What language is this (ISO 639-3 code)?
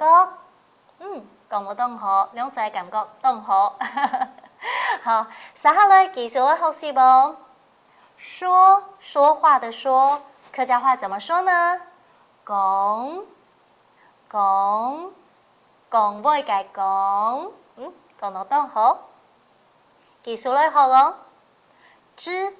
hak